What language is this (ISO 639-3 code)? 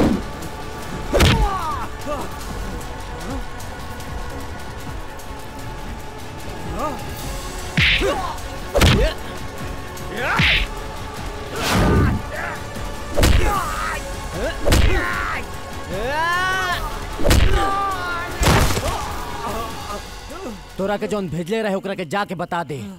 bho